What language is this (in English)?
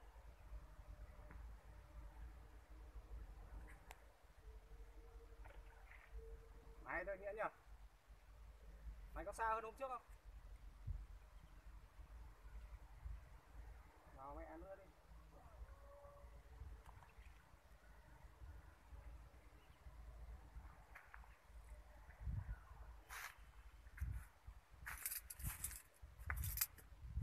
Vietnamese